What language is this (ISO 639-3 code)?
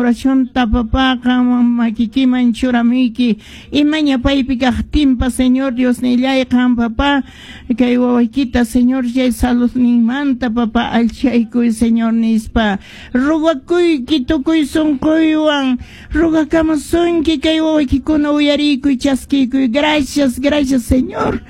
que